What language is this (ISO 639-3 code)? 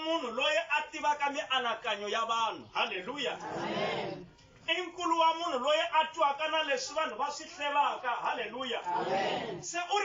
tso